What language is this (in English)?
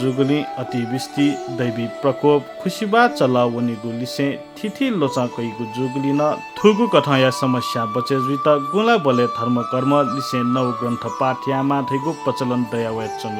Newari